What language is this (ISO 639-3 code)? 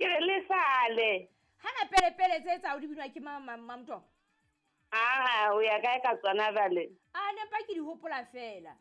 sot